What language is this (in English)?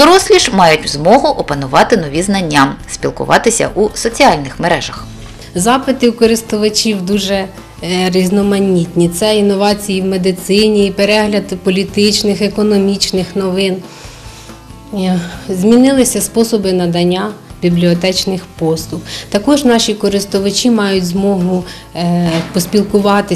Ukrainian